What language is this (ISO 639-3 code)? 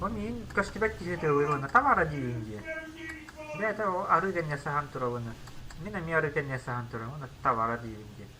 sah